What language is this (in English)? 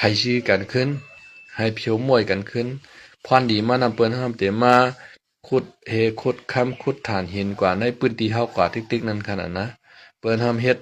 Shan